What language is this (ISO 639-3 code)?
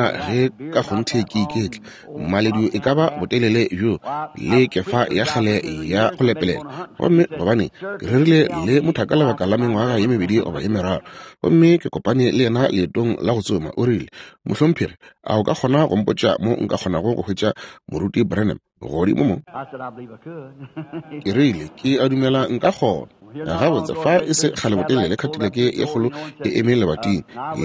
nso